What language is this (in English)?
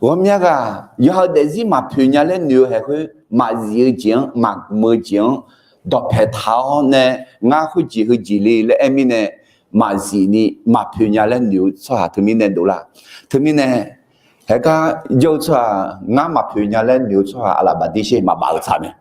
Akha